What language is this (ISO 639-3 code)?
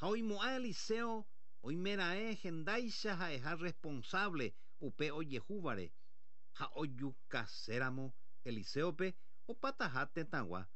grn